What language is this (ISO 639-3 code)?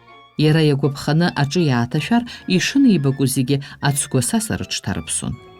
abk